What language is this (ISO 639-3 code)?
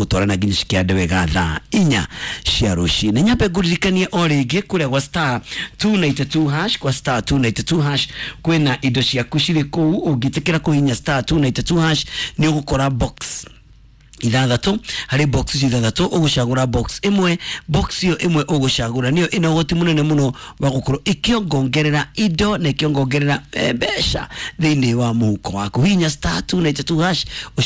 kik